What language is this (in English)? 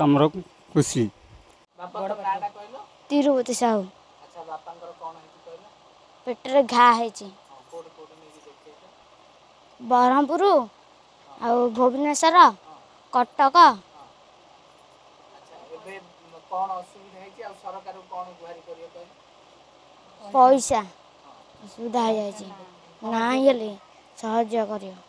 Odia